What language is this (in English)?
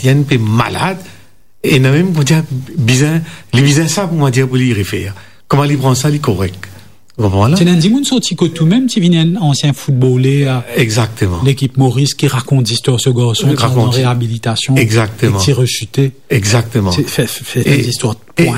Morisyen